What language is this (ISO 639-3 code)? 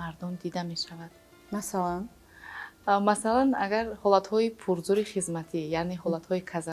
tgk